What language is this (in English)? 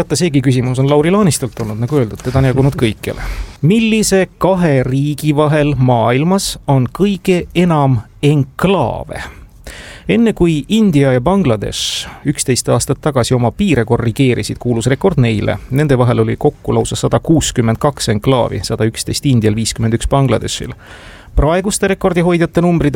Estonian